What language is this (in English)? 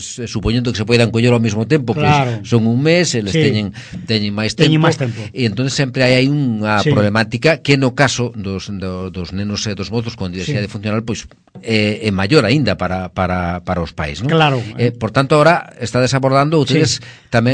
Galician